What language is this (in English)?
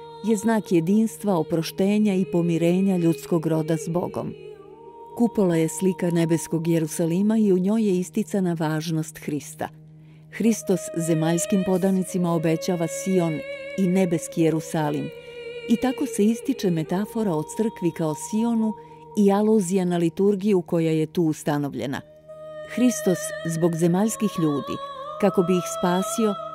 Serbian